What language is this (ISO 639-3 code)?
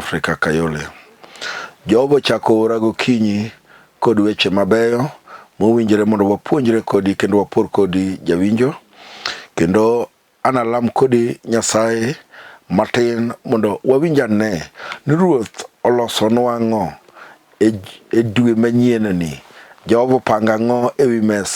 luo